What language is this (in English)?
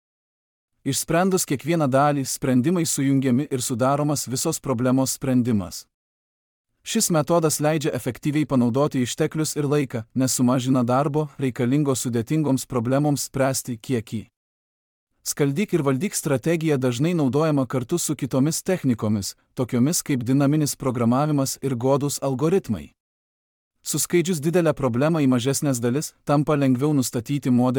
Lithuanian